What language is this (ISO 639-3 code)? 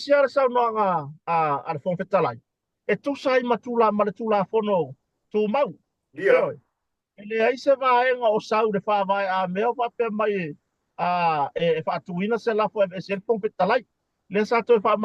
smo